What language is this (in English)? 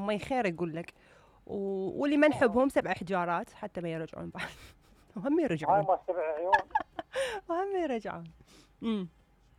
Mesopotamian Arabic